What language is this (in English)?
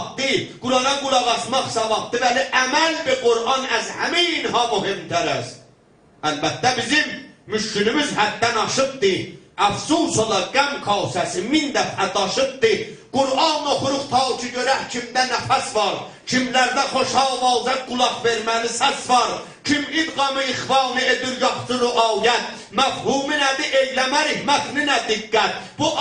South Azerbaijani